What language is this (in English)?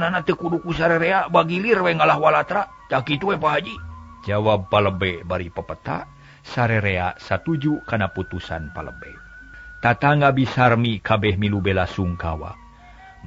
Sundanese